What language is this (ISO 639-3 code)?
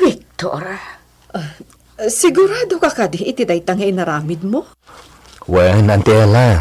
ilo